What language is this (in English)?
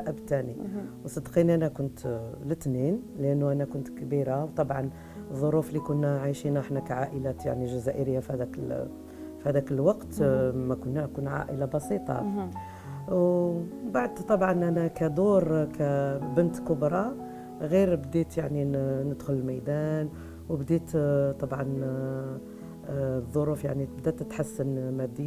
Algerian Arabic